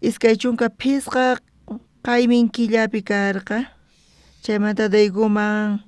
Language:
South Bolivian Quechua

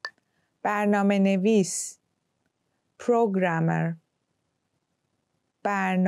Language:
Persian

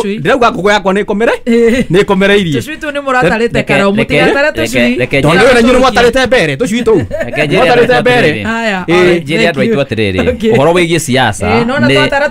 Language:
Kikuyu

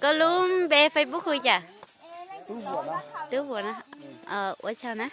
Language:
Hmong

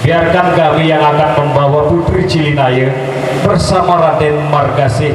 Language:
Sasak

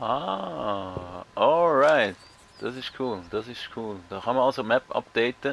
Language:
Swiss German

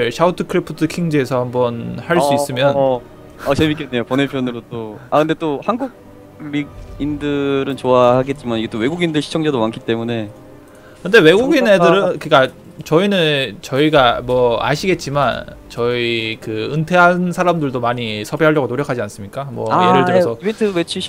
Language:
Korean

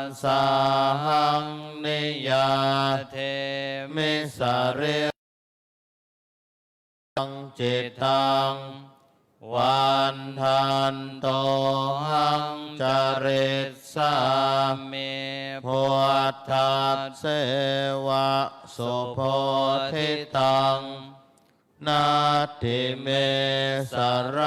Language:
Pali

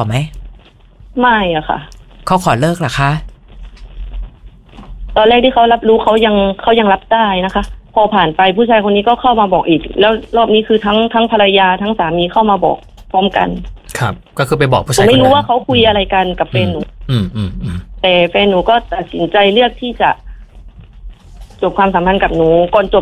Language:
Thai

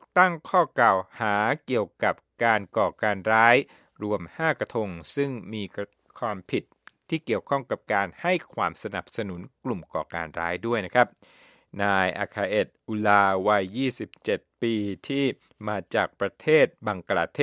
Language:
Thai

